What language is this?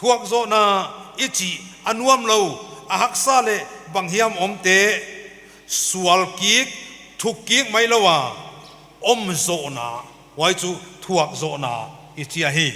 Paite Chin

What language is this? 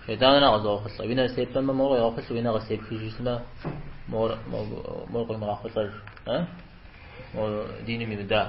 Kabardian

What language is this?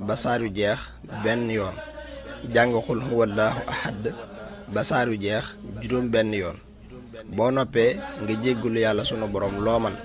Wolof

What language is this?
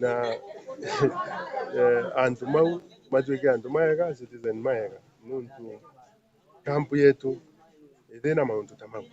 Meru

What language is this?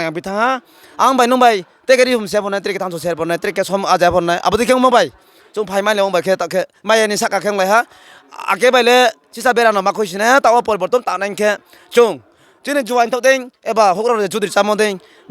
Riang (India)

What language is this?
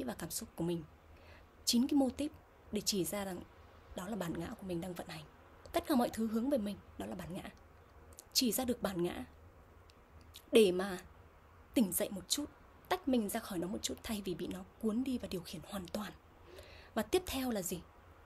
Vietnamese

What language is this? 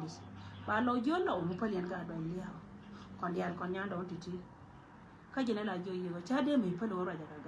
Nuer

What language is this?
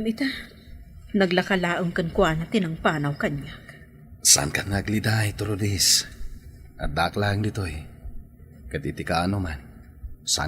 Iloko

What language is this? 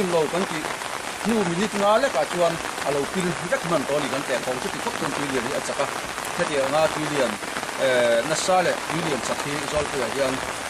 Mizo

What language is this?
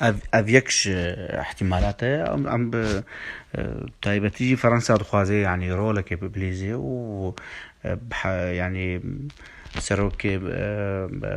Kurdish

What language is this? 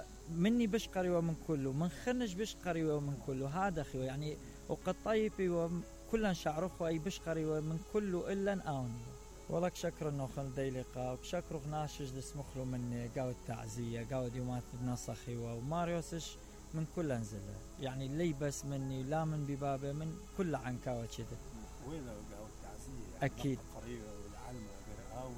Mesopotamian Arabic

